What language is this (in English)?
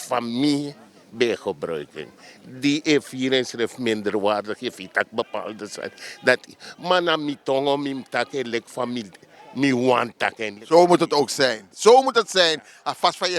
Sranan Tongo